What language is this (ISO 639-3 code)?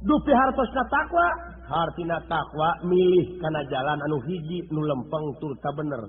sun